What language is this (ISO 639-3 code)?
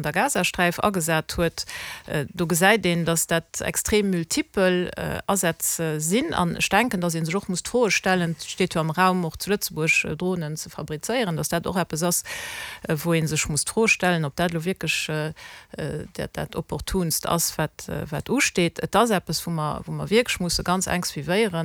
ltz